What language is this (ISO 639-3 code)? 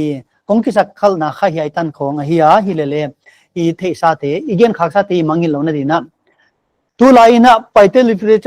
pck